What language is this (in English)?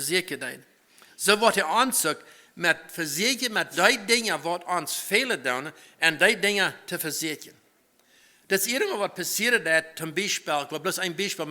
Plautdietsch